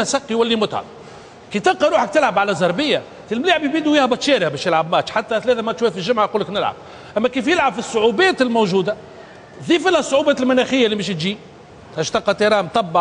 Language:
Tunisian Arabic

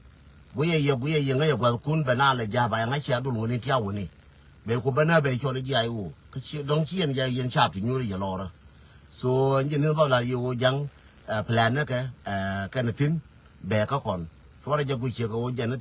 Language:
Nuer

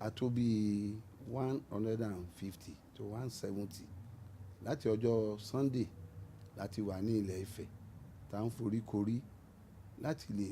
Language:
Yoruba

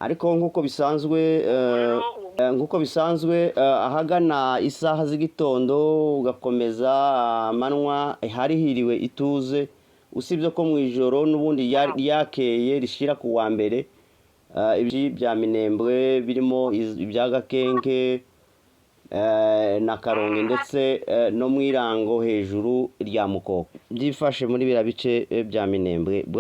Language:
Kinyarwanda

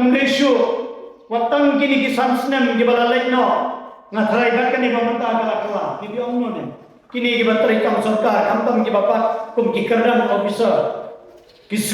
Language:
Khasi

